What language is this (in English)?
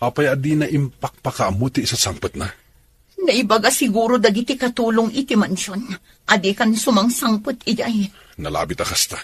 Iloko